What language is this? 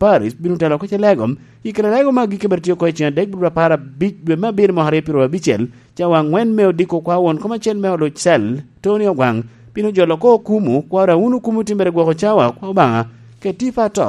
Lango (Uganda)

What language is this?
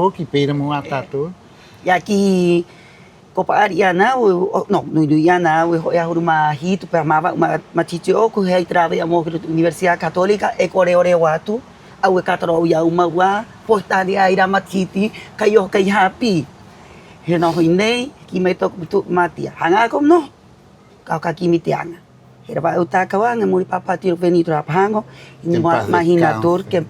Rapanui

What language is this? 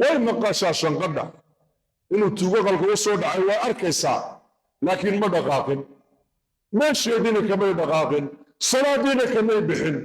Somali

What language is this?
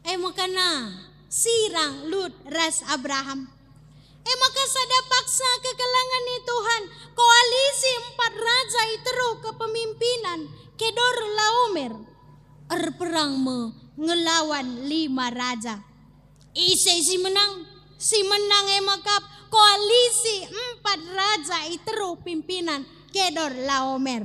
Batak Karo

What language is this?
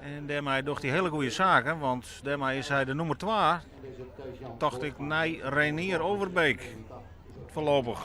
Western Frisian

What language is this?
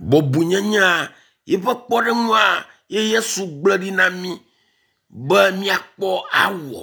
Ewe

